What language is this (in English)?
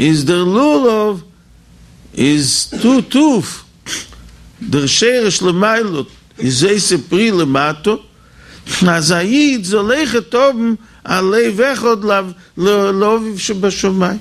Yiddish